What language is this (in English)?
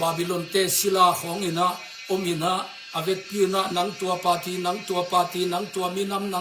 Tedim Chin